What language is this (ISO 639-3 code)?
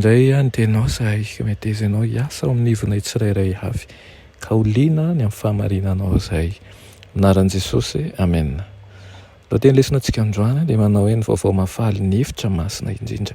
mlg